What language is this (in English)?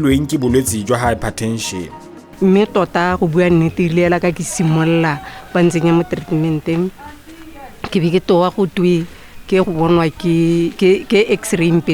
Tswana